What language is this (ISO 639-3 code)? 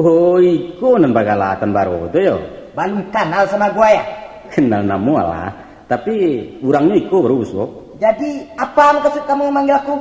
min